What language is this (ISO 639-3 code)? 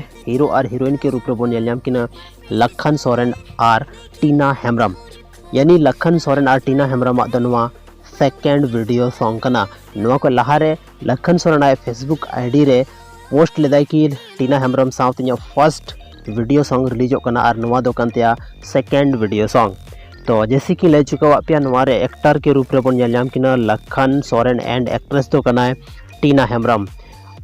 sat